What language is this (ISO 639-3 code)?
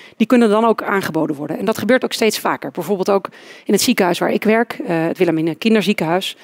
nld